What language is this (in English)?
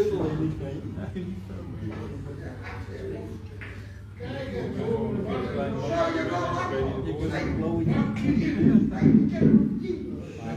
Dutch